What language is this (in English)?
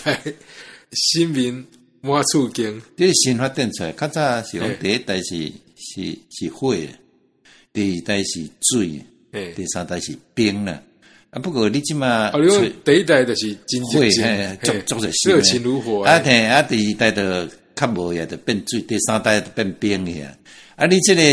Min Nan Chinese